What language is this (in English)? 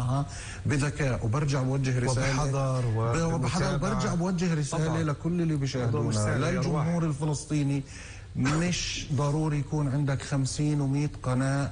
North Levantine Arabic